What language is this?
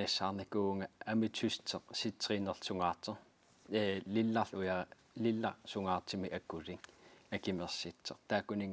Kalaallisut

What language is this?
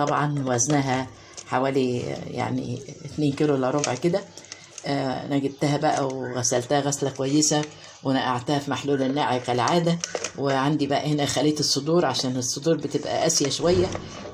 Egyptian Arabic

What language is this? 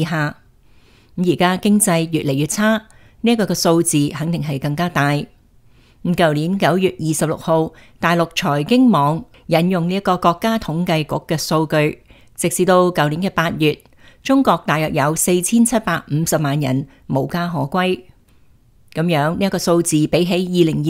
Cantonese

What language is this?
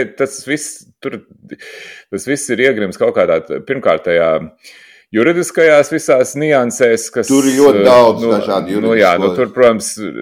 Latvian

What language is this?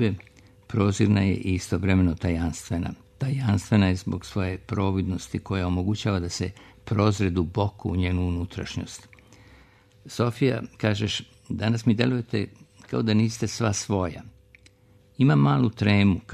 Serbian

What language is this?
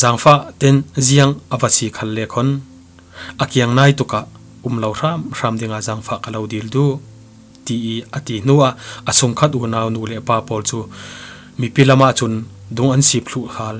Falam Chin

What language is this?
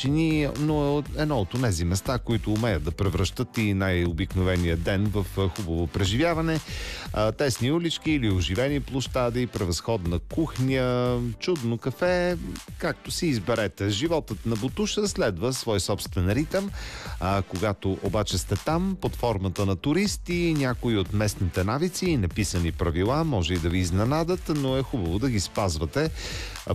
Bulgarian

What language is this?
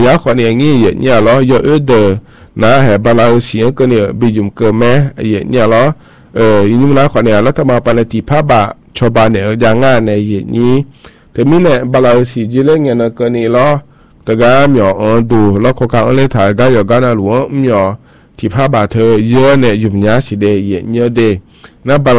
Thai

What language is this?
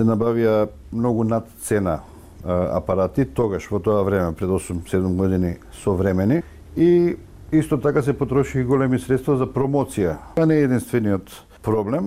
Macedonian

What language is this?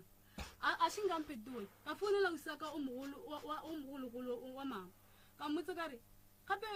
Northern Sotho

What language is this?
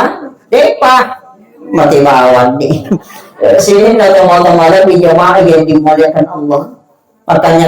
Buginese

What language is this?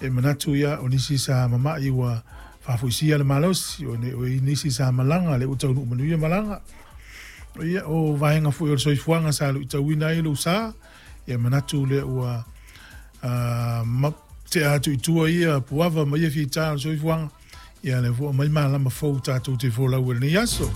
Samoan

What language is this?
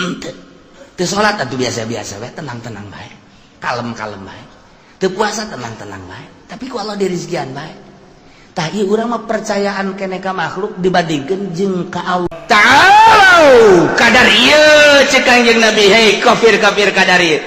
Sundanese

